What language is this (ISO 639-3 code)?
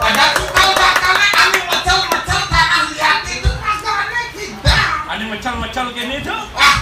ban